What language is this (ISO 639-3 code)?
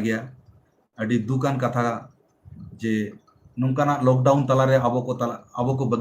sat